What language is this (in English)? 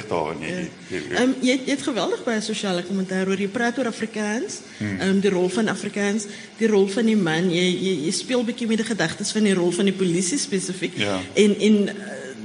Afrikaans